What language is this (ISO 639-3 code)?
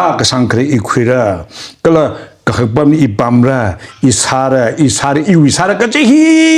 nmf